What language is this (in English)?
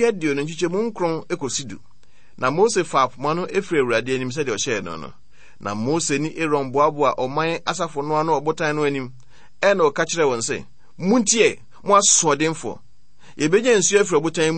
Akan